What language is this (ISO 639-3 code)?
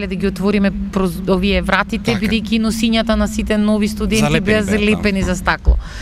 mkd